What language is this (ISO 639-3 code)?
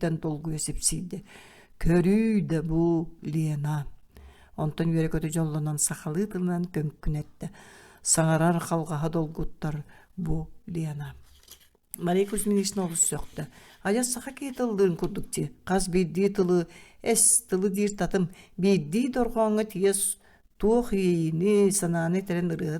sah